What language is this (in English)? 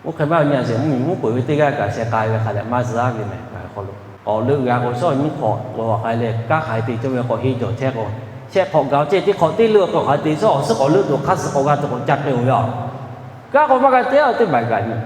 Lahu